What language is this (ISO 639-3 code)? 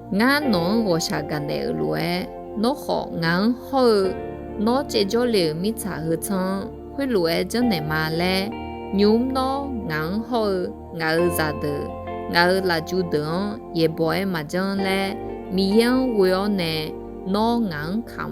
ahk